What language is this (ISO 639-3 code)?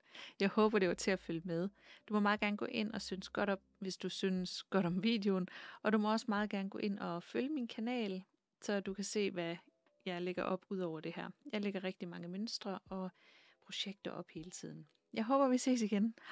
dan